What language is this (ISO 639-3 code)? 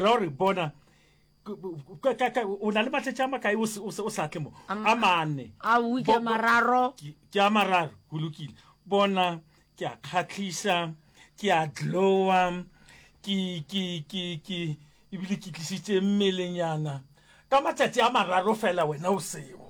nso